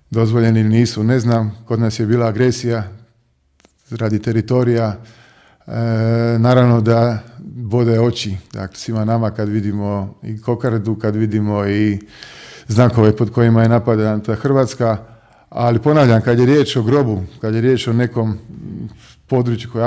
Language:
Croatian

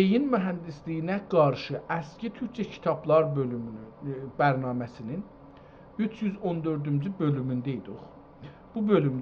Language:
South Azerbaijani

